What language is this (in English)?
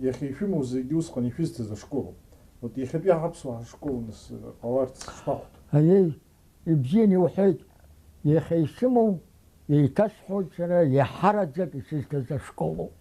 Abkhazian